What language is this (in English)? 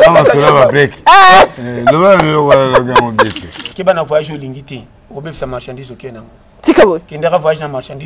Lingala